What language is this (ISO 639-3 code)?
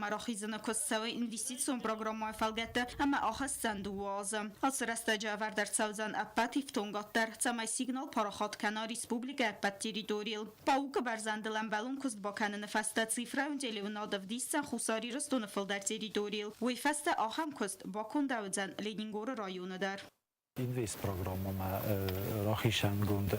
oss